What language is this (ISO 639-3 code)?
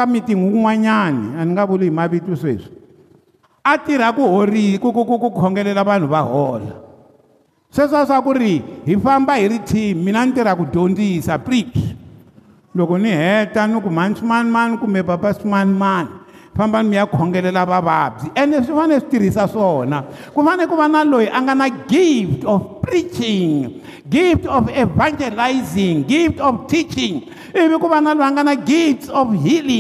tso